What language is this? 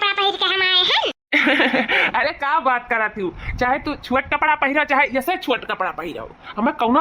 Awadhi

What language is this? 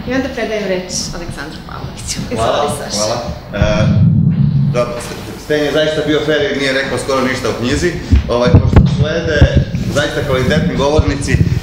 Serbian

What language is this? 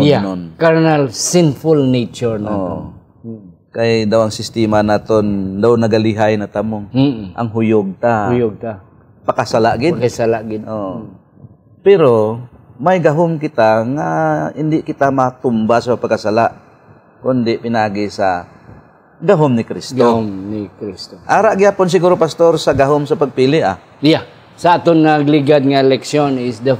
Hiligaynon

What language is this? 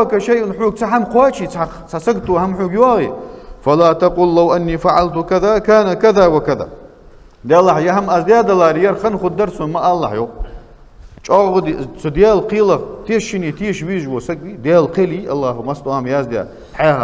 Ingush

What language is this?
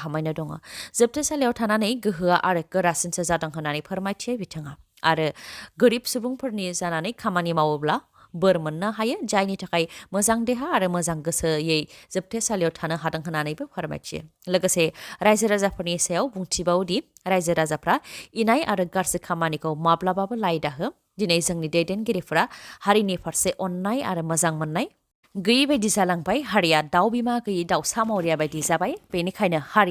Bodo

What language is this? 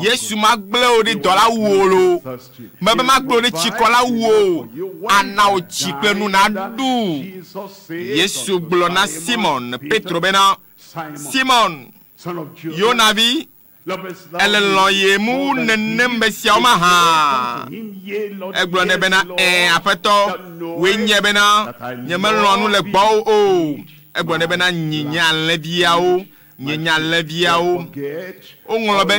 Ewe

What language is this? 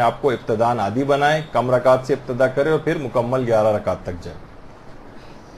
Urdu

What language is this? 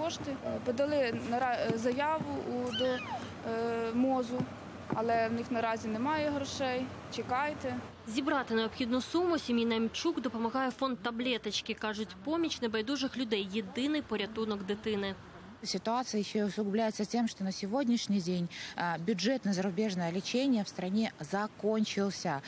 Ukrainian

